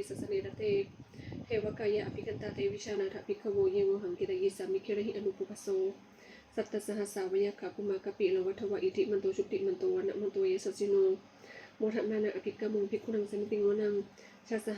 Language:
Pali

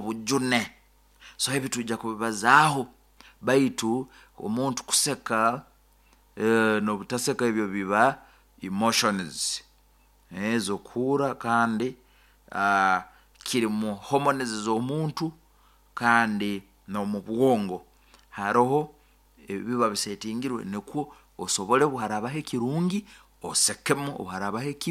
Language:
Nyoro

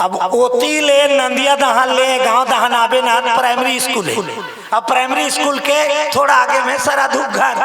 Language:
Chhattisgarhi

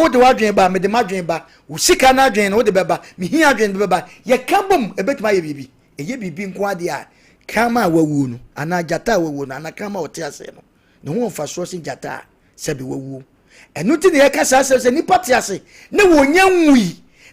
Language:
Akan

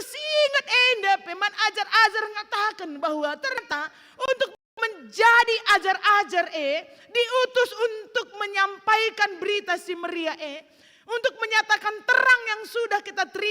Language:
Batak Karo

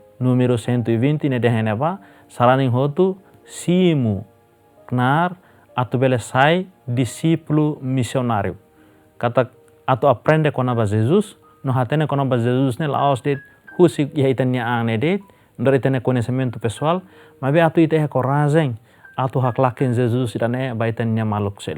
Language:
Tetum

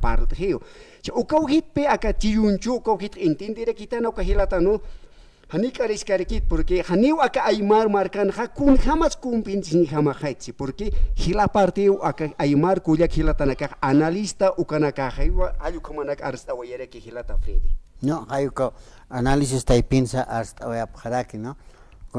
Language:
Aymara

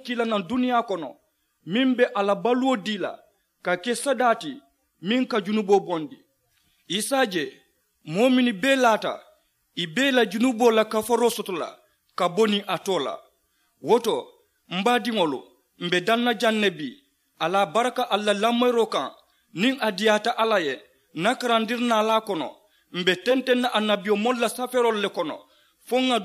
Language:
Mandingo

